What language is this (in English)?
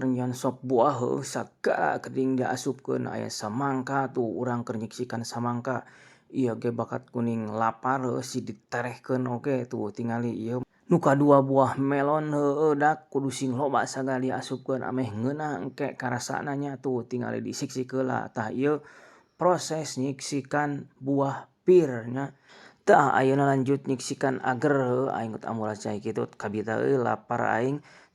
Sundanese